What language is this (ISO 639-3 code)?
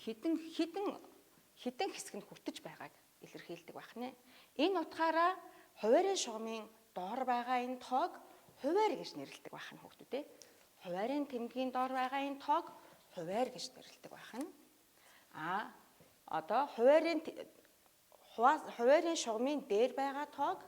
mon